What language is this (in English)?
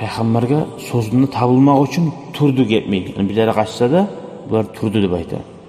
Kumyk